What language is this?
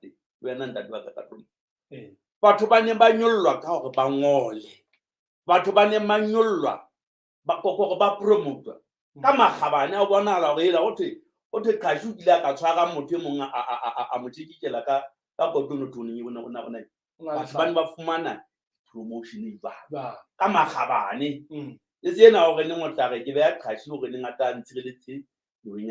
Southern Sotho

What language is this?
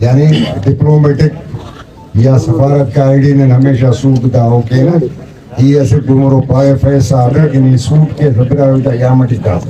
Brahui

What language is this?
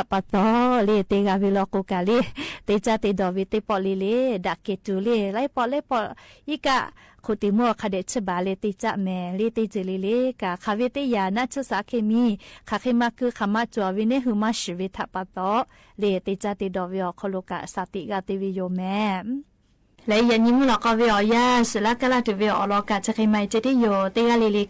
Lahu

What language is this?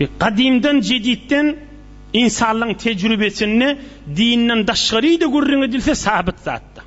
Turkmen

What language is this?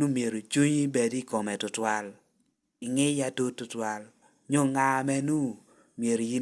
Lango (Uganda)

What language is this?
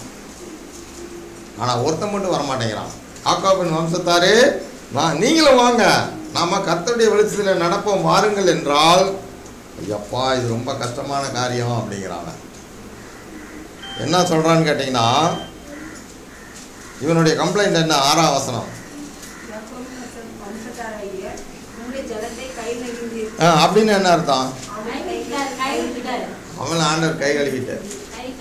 Tamil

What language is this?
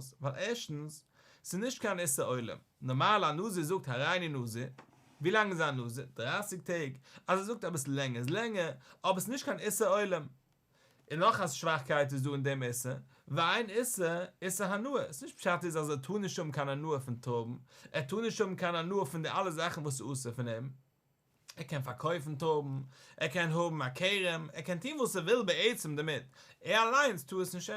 Yiddish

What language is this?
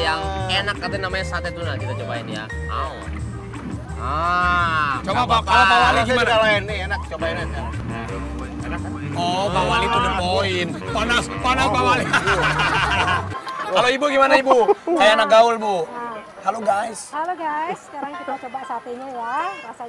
Indonesian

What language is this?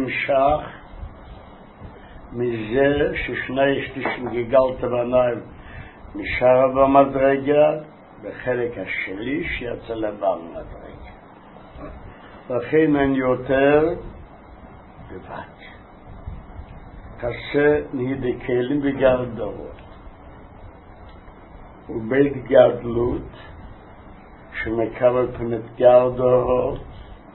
Hebrew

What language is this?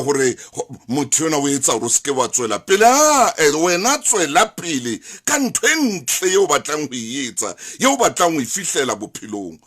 Southern Sotho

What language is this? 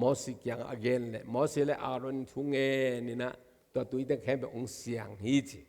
Tedim Chin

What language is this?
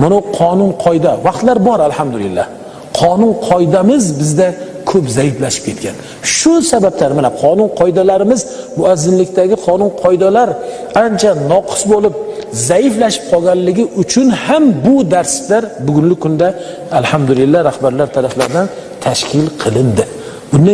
Uzbek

